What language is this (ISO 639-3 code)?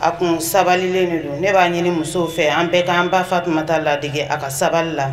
bam